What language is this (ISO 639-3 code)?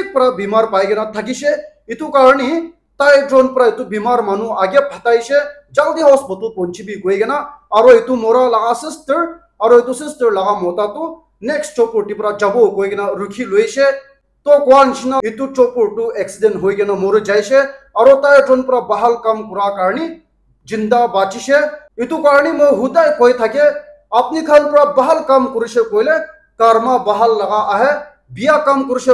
nag